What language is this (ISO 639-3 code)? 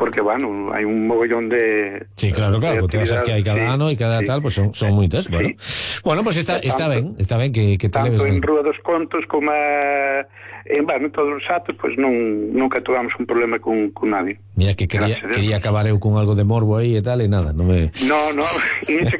glg